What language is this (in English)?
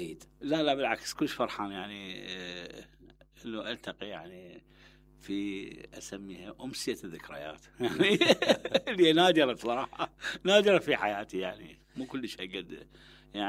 Mesopotamian Arabic